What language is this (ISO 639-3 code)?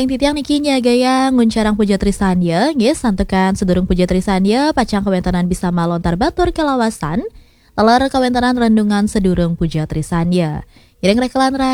ban